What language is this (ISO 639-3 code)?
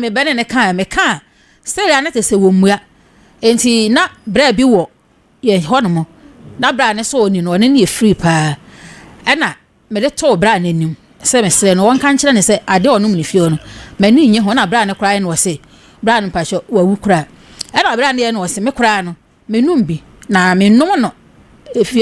aka